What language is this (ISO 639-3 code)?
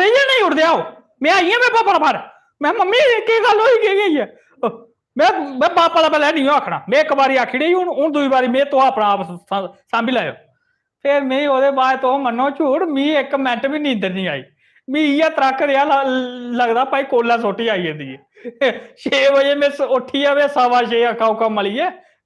doi